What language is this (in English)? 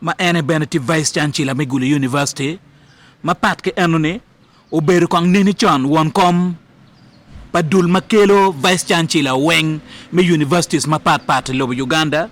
Acoli